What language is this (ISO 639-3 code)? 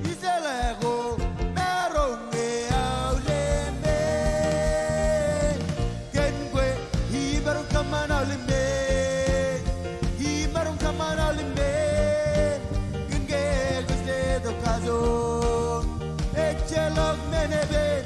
mah